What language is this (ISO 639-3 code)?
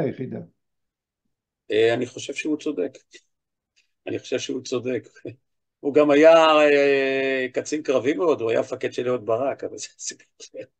heb